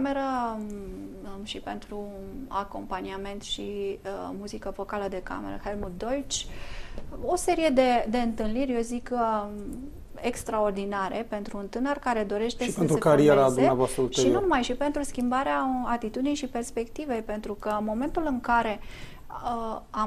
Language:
Romanian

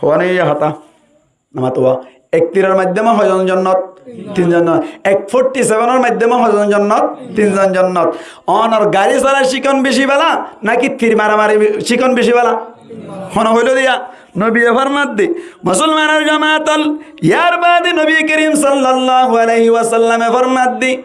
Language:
Rohingya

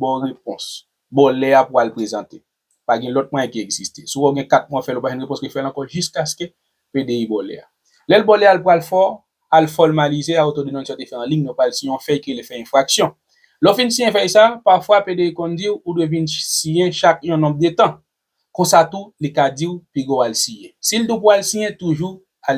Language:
Haitian Creole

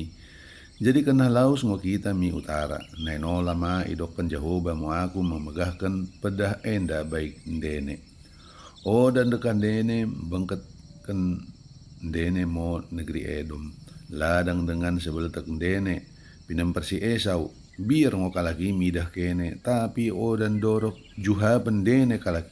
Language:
Batak Dairi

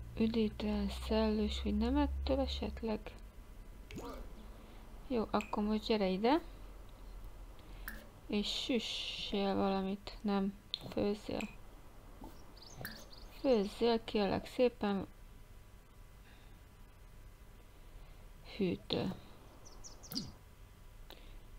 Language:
Hungarian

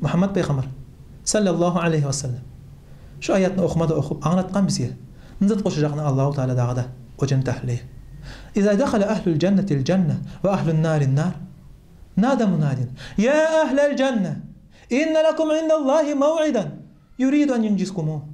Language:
Kumyk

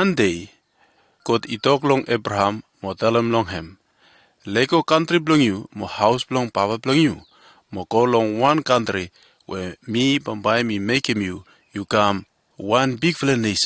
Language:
Bislama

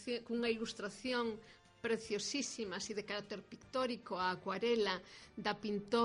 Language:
Galician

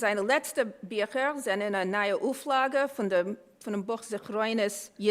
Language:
Yiddish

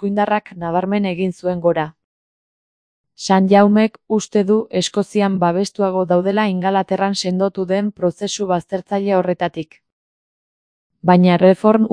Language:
Basque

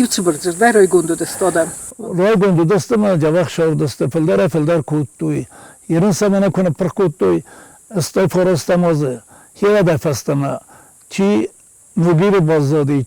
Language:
Ossetic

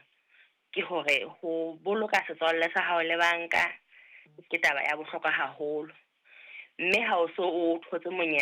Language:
Southern Sotho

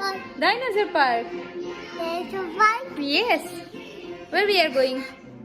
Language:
Tulu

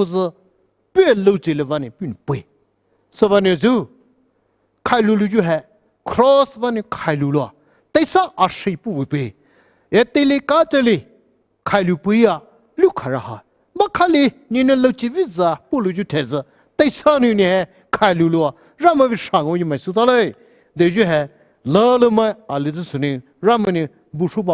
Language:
Poumei Naga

